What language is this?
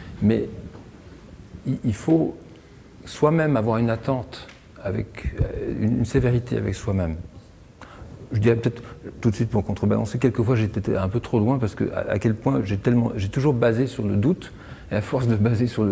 French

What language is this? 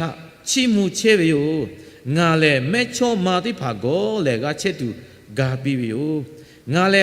Lahu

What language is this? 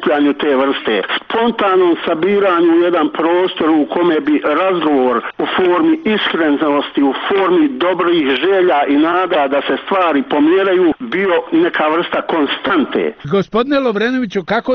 Bosnian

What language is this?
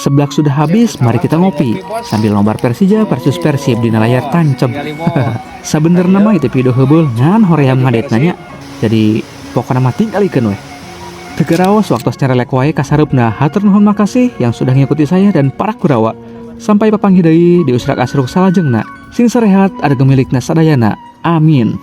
Sundanese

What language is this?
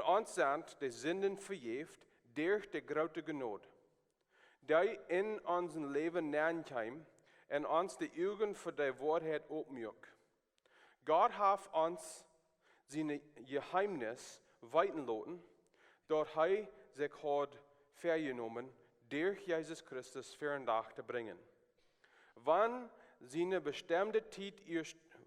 Plautdietsch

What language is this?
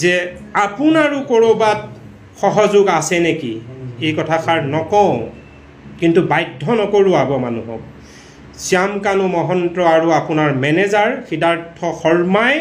Assamese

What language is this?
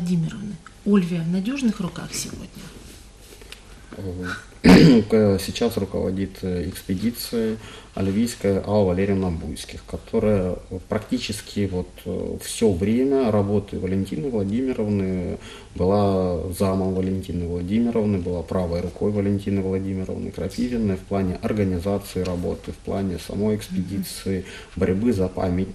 Russian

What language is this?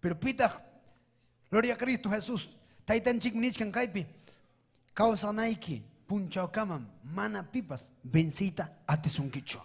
Ayacucho Quechua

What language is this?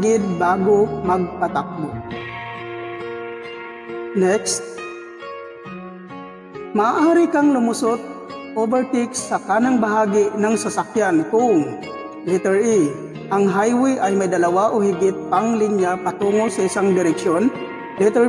Filipino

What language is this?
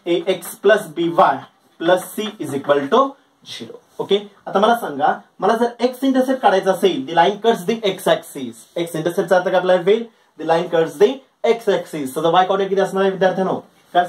Marathi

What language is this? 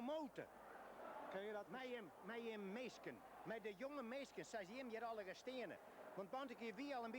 Western Frisian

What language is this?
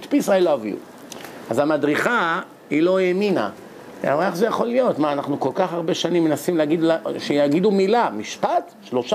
Hebrew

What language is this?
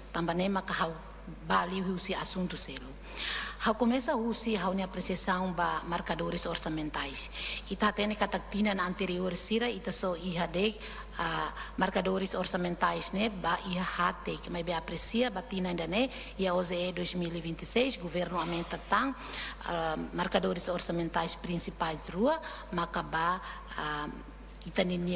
Tetum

